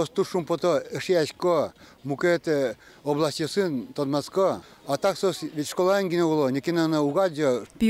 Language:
Udmurt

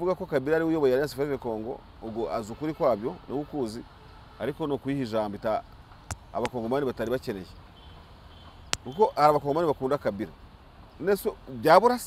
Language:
Kinyarwanda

